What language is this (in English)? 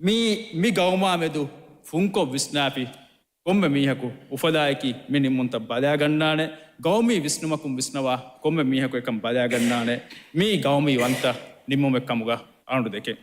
Divehi